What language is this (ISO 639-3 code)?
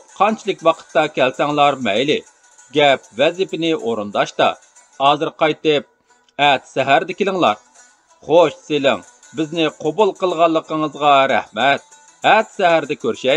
uig